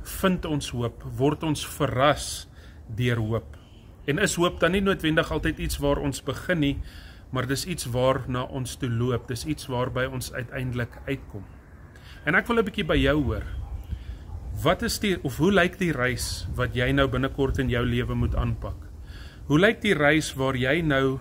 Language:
Afrikaans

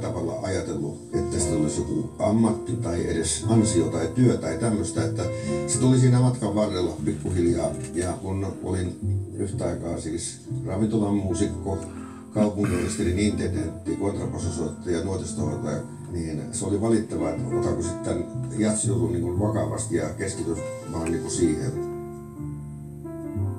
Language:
Finnish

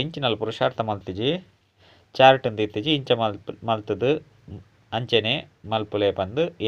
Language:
Tulu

